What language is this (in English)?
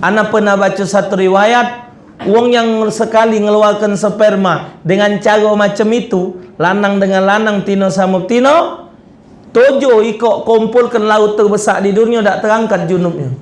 Musi